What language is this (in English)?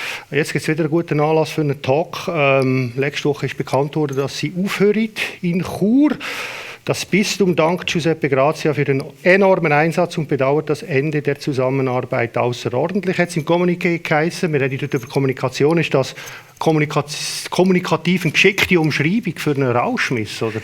Swiss German